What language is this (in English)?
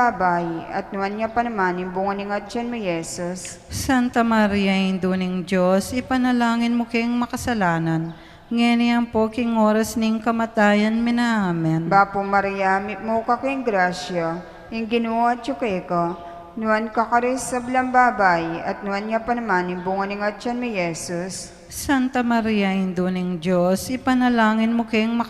Pampanga